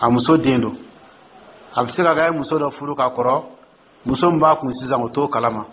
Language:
Dyula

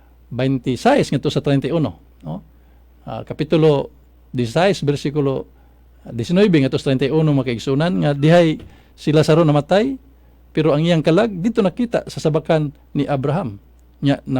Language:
Cebuano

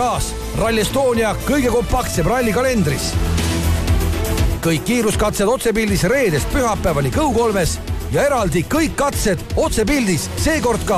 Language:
Estonian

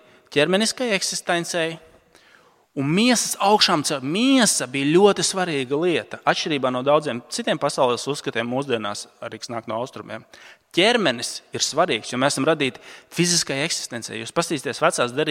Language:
Latvian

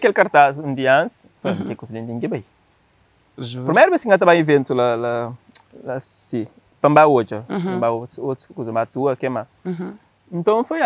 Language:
Kabuverdianu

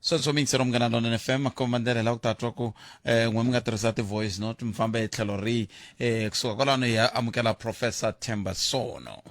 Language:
Tsonga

